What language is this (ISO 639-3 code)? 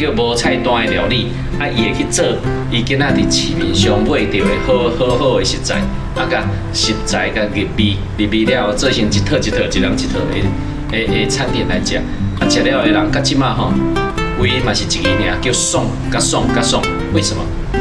nan